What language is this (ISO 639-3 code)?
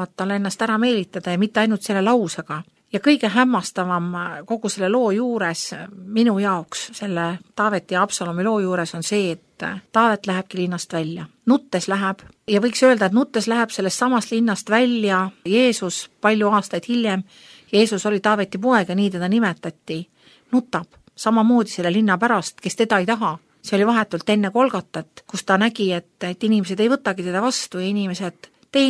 est